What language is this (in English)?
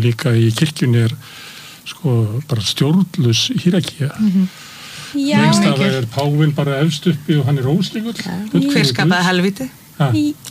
Icelandic